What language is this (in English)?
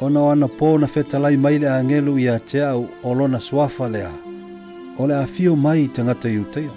Samoan